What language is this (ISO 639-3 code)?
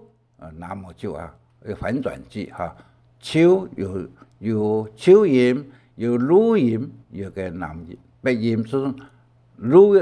hak